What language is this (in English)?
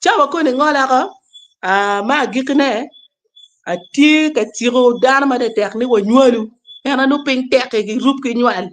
Acoli